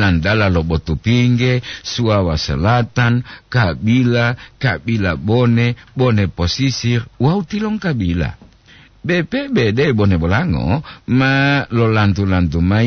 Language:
Gorontalo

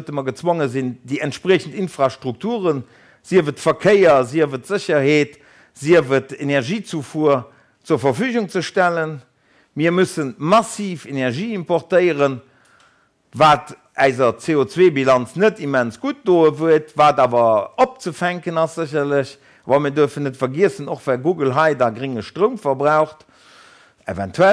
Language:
Luxembourgish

